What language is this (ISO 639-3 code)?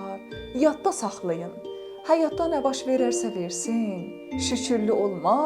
azb